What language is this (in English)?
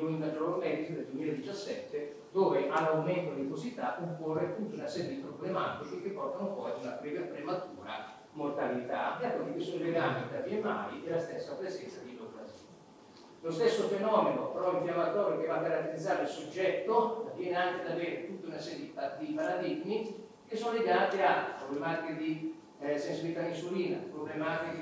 Italian